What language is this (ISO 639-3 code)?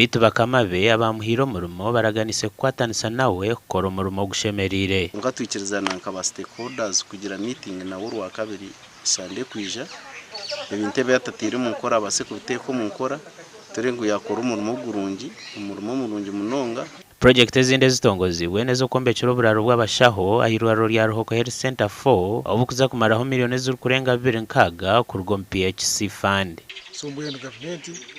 nyn